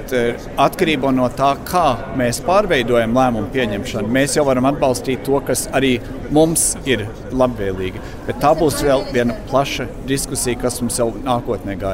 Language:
Latvian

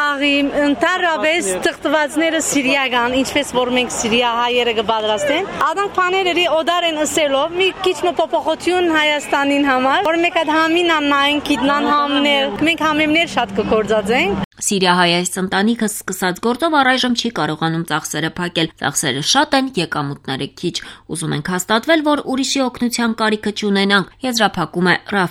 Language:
Armenian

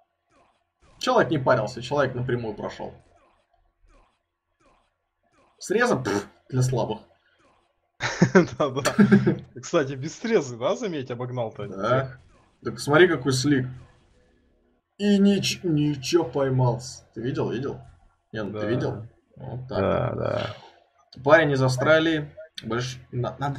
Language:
Russian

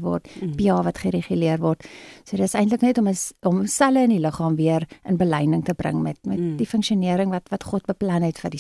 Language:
Afrikaans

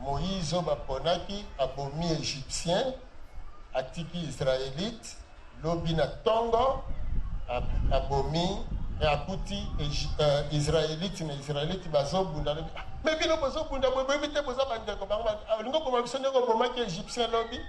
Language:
Lingala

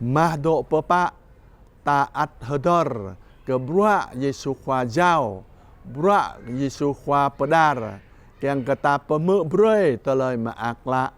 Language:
Jarai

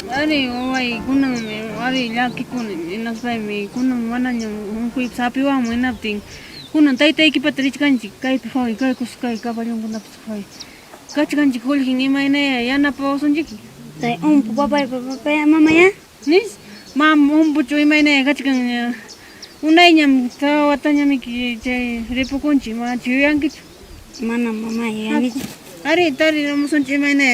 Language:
Ayacucho Quechua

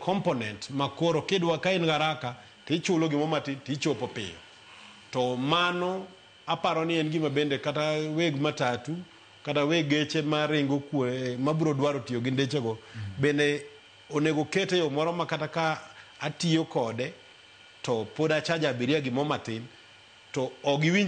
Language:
Luo (Kenya and Tanzania)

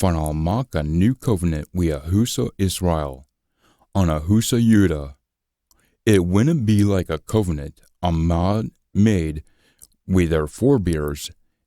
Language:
Scots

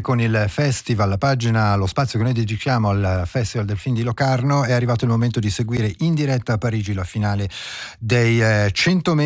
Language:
Italian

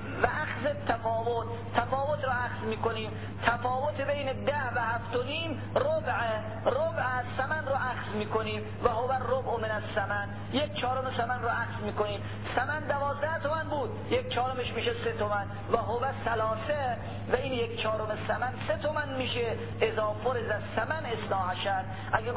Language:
Persian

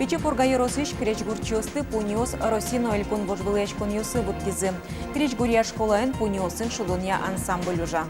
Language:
Udmurt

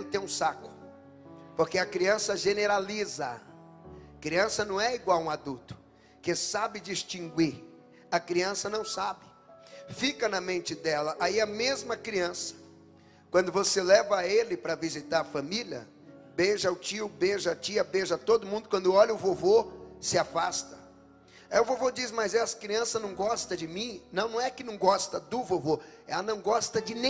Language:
Portuguese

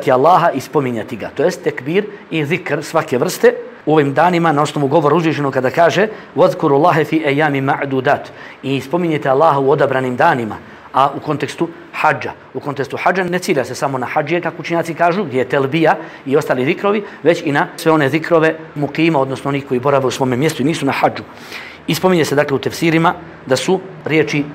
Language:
Bosnian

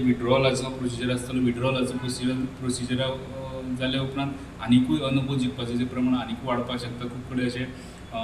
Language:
Konkani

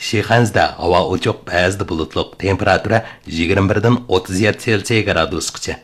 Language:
Uyghur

